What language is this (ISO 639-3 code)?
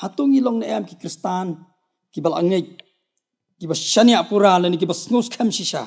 kha